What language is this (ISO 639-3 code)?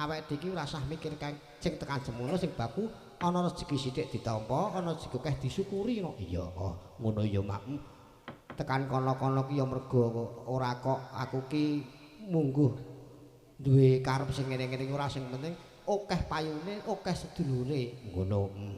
jav